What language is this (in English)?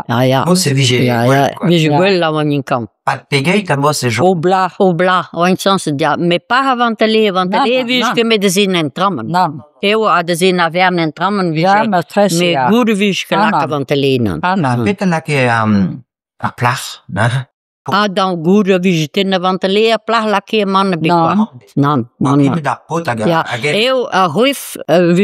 Breton